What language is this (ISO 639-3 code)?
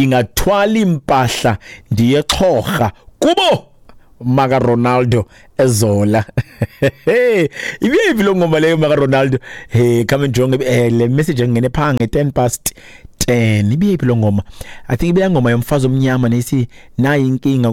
xho